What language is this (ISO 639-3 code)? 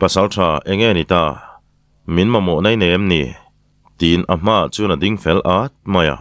lus